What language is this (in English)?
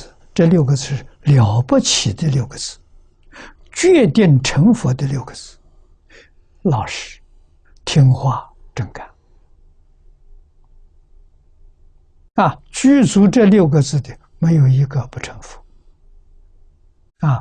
Chinese